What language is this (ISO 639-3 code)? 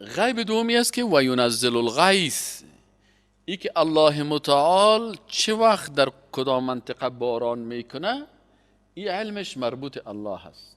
fas